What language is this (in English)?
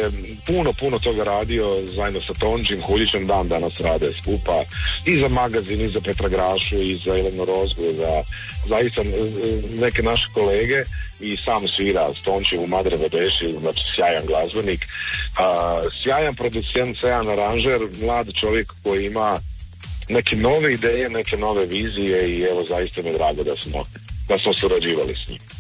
Croatian